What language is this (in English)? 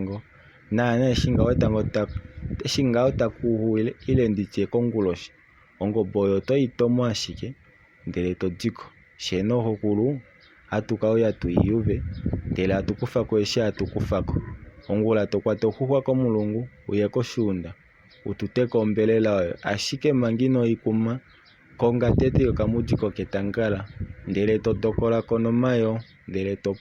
Kuanyama